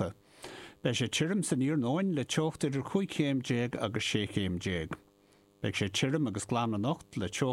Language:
Irish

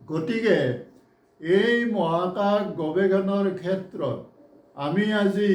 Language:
Assamese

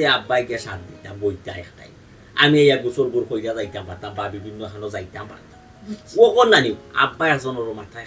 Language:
Sylheti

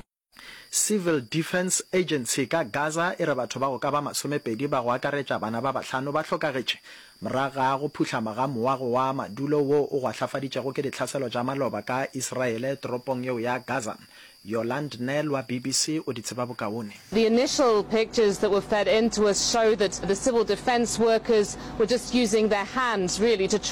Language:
Northern Sotho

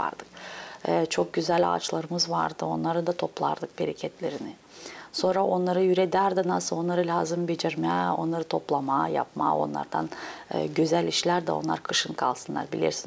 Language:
Gagauz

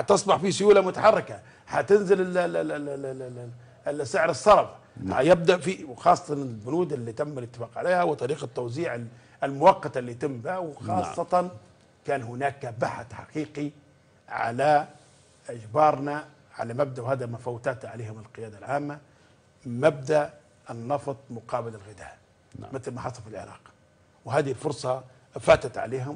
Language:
Libyan Arabic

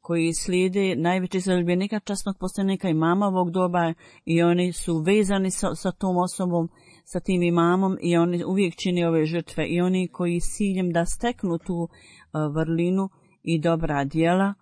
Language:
Bosnian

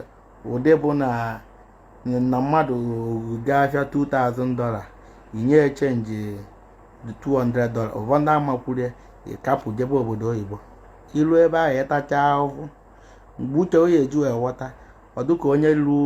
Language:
Igbo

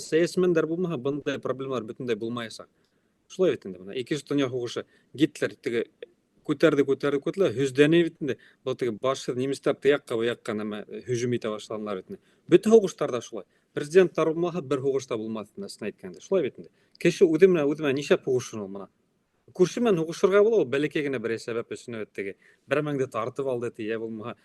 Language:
Bashkir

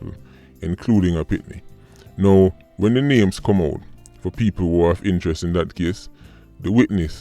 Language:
Jamaican Creole English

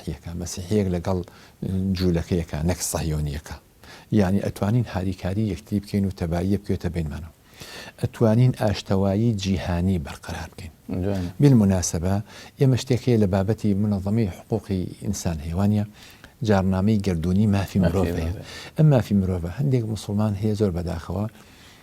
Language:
Central Kurdish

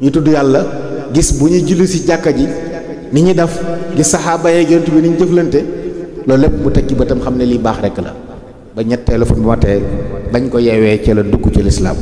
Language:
Wolof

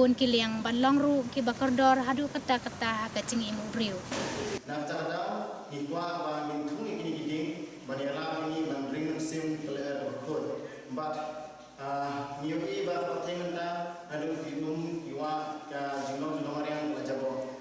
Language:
Khasi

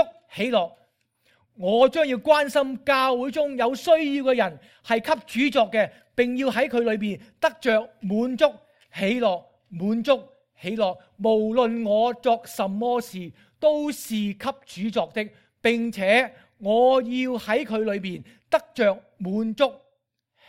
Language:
Cantonese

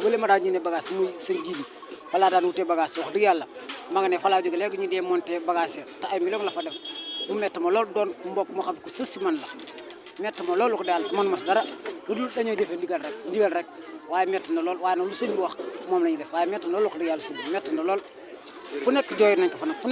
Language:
Wolof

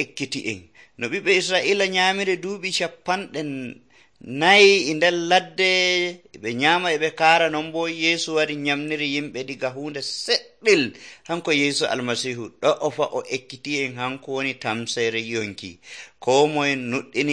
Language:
Nigerian Fulfulde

